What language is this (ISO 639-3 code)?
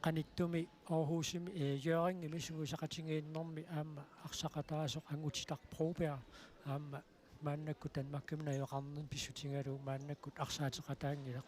kal